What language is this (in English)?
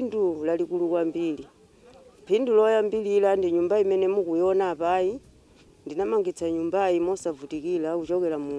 Nyanja